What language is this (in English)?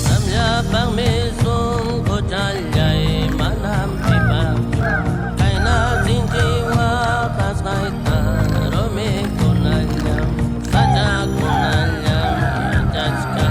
Xavánte